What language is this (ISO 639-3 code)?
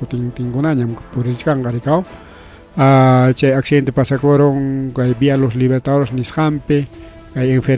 quy